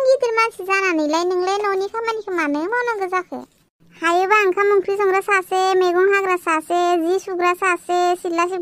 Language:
Bodo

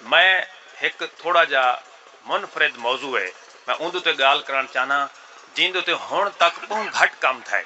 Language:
Saraiki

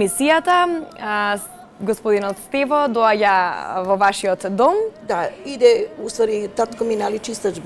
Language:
Macedonian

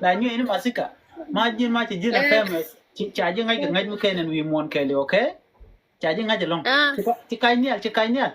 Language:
Nuer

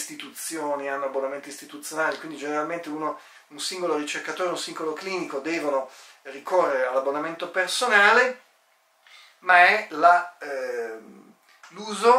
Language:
Italian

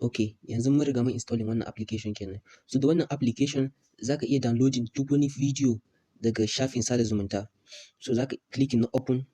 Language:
Hausa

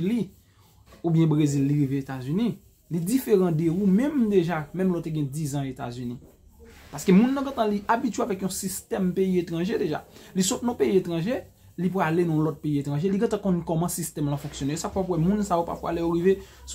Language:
Haitian Creole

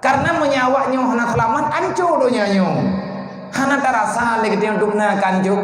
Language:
Achinese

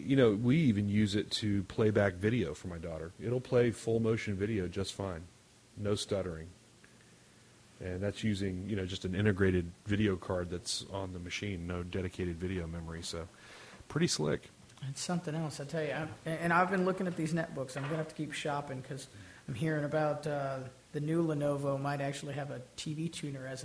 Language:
English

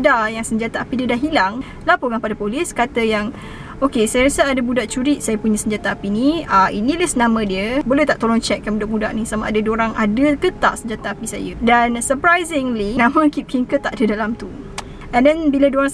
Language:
Malay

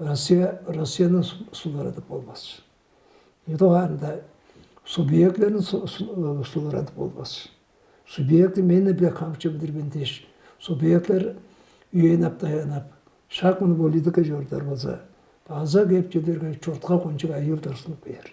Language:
Tuvinian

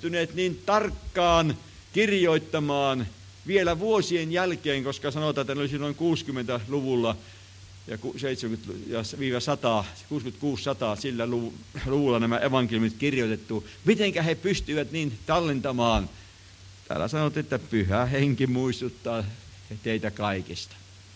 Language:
Finnish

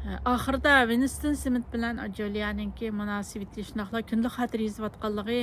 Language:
Uyghur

